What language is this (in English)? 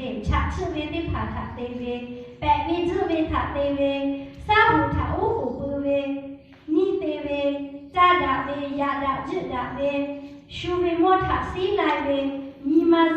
Lahu